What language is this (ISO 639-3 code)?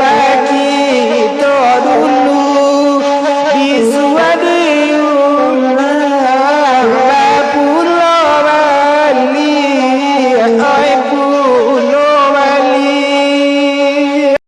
min